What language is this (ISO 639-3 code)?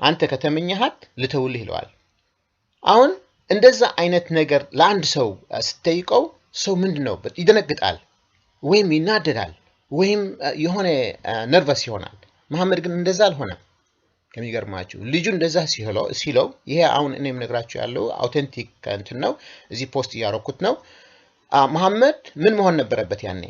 amh